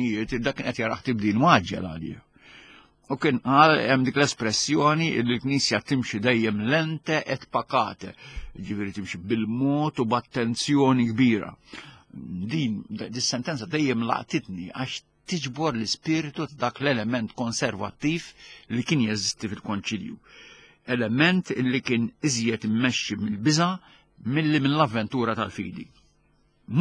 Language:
Maltese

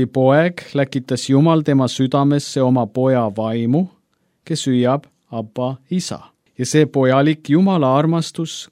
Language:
Estonian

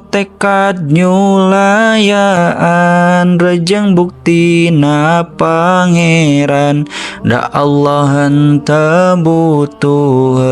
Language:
Sundanese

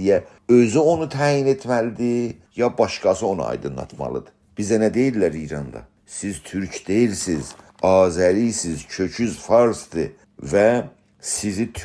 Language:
South Azerbaijani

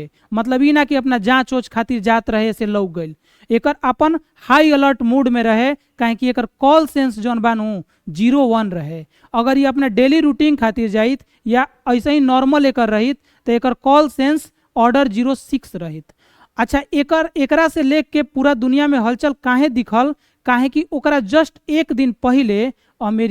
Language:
Bhojpuri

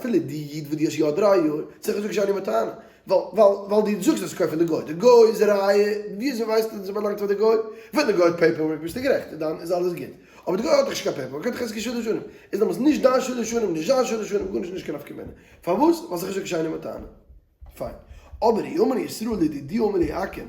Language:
Yiddish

